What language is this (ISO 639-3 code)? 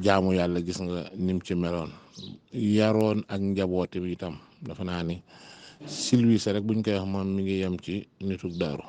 wol